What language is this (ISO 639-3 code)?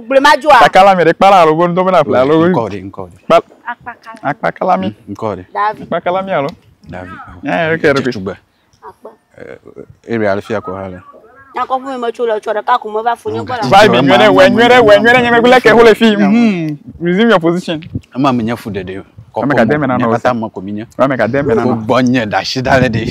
ewe